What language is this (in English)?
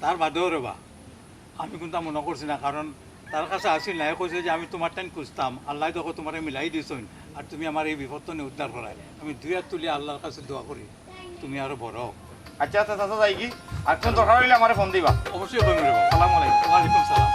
Sylheti